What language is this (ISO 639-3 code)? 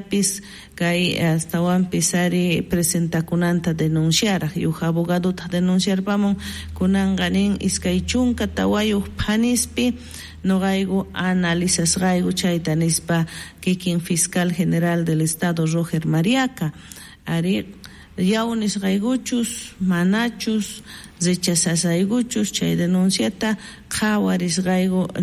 quh